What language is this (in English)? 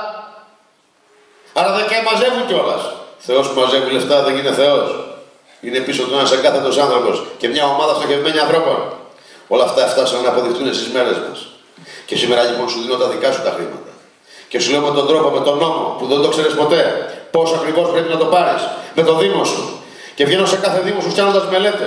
Greek